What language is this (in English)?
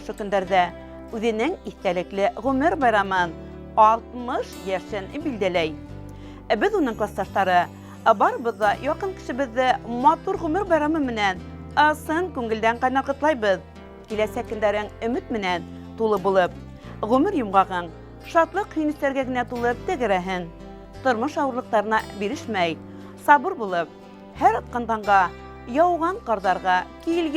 Bashkir